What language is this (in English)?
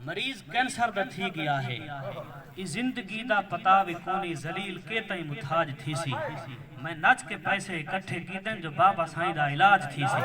Saraiki